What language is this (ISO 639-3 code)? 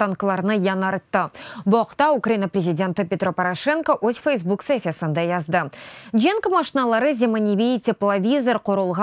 crh